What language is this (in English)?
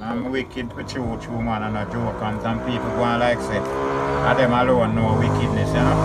Jamaican Creole English